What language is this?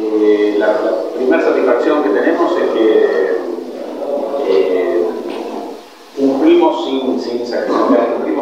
Spanish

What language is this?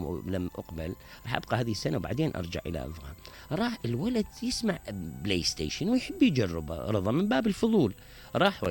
Mesopotamian Arabic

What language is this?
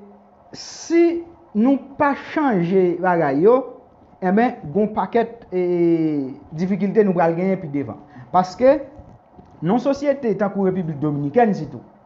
Haitian Creole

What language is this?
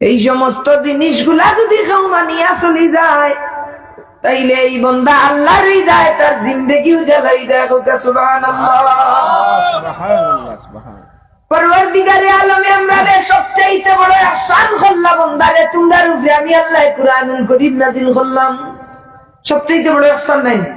Sylheti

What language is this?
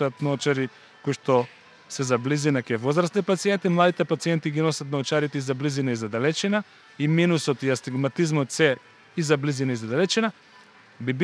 Macedonian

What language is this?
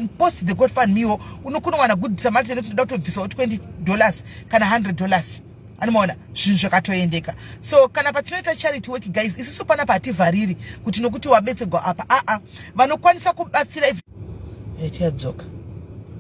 Shona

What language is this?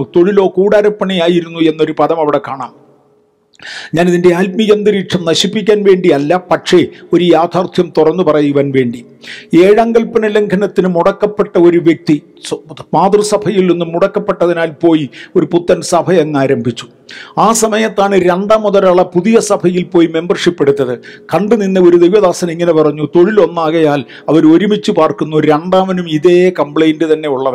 Malayalam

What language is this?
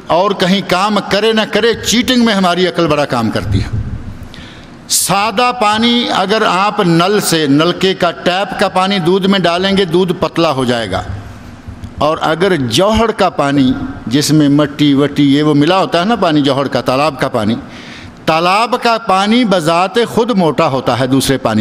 Urdu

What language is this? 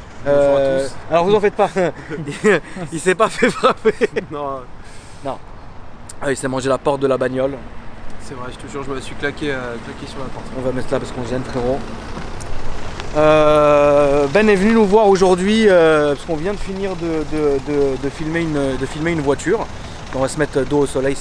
French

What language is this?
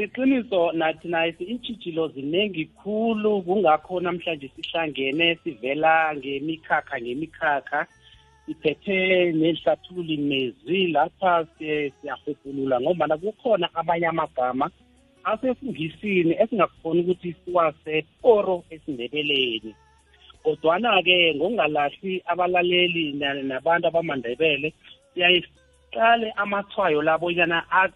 South Ndebele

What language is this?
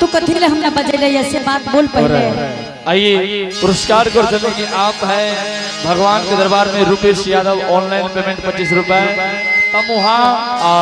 Angika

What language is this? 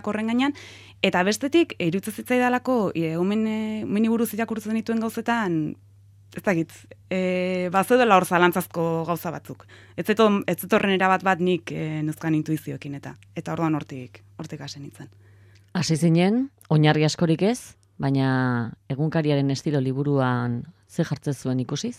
Basque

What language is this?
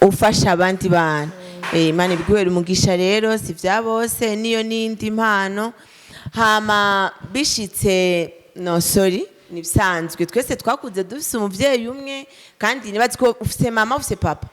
Rundi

